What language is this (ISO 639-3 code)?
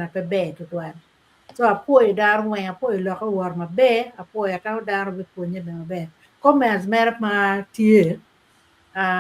ach